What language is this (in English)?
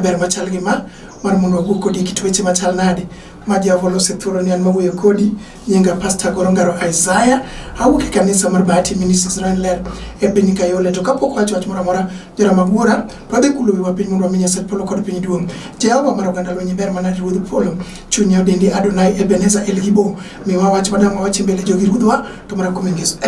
Luo (Kenya and Tanzania)